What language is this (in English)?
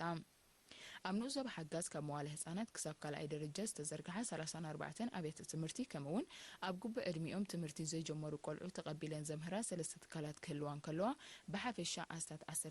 Tigrinya